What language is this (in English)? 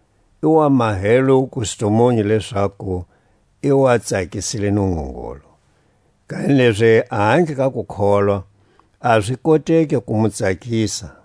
Tswa